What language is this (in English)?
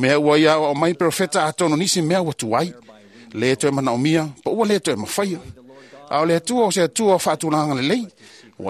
Samoan